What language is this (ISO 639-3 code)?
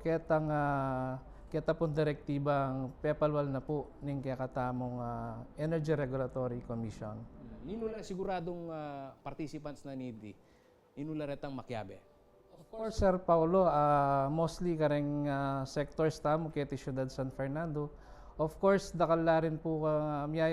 pam